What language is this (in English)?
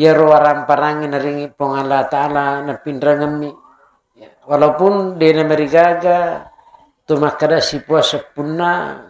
Buginese